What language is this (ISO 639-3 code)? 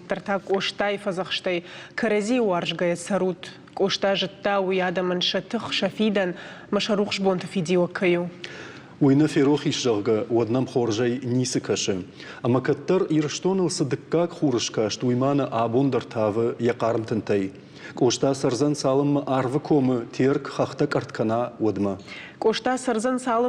oss